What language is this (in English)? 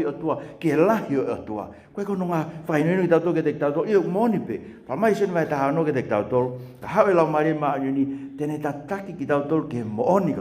Tongan